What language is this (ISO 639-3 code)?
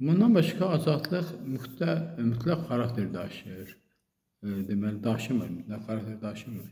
aze